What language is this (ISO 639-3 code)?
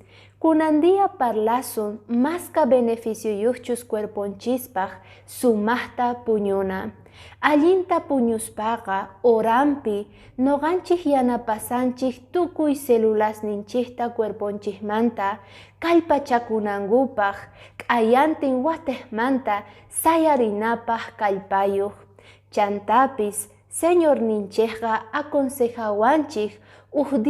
que